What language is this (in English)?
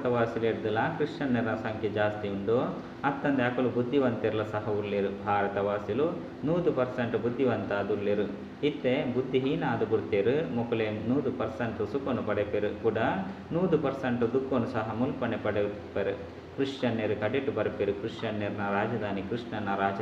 Tulu